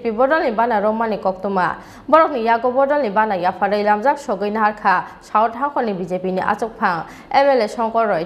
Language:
Kok Borok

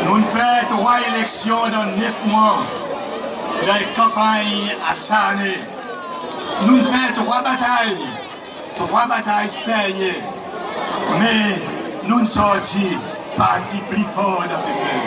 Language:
Seselwa Creole French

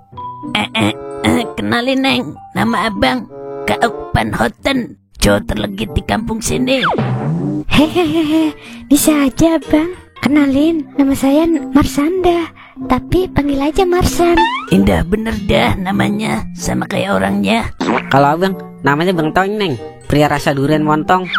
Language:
Betawi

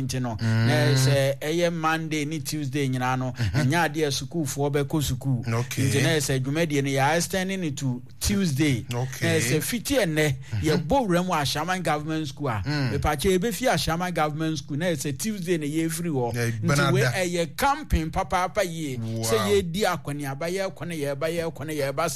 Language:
Akan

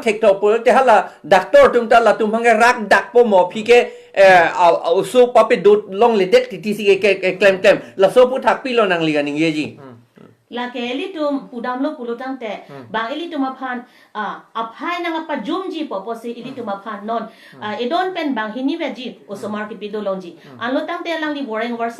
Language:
Karbi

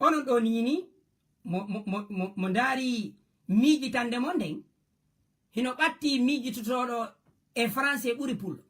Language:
Fula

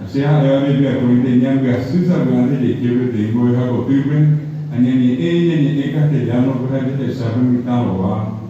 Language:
Guarani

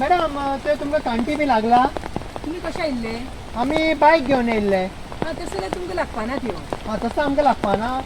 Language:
Konkani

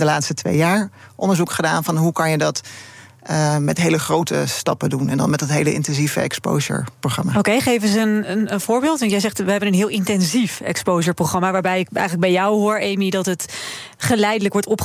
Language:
Dutch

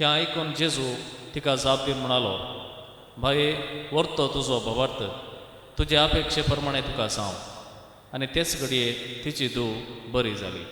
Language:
Konkani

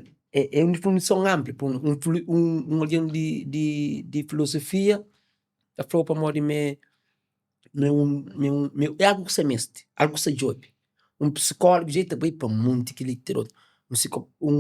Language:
Kabuverdianu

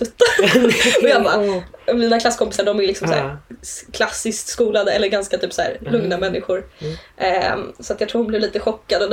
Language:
Swedish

